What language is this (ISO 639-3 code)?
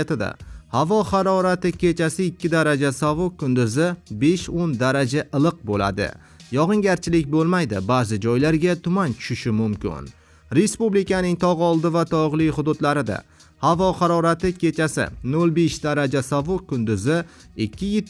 uzb